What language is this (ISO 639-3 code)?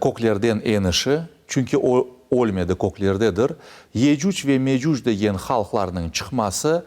crh